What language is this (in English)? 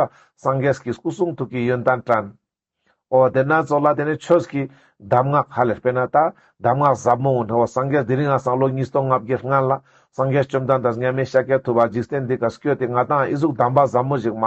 Ladakhi